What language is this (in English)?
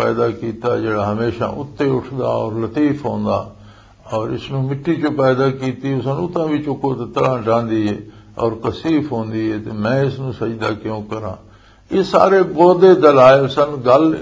Western Panjabi